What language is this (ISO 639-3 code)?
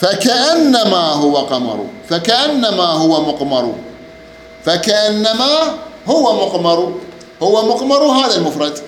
acm